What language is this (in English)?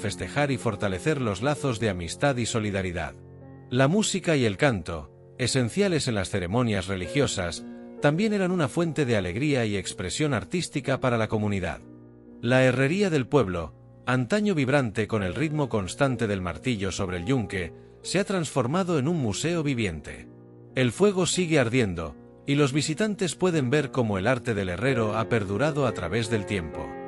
Spanish